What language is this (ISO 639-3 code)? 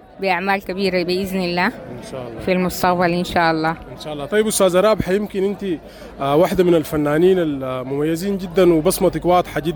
apd